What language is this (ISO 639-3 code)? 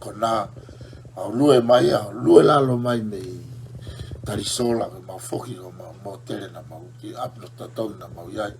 ton